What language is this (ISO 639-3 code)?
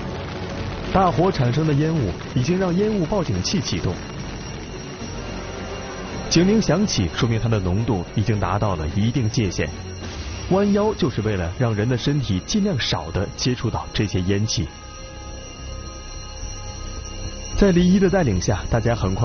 zho